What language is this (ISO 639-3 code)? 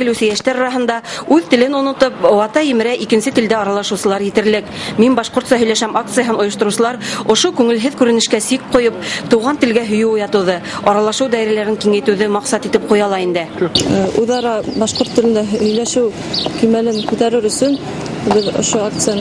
bak